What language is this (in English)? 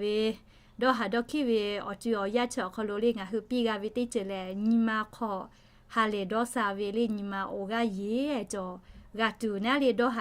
Lahu